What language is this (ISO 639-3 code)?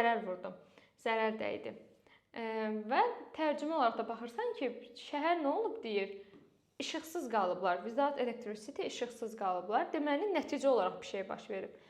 aze